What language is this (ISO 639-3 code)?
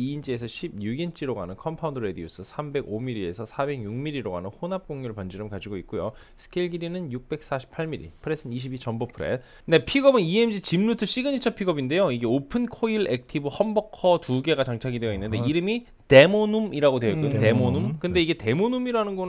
kor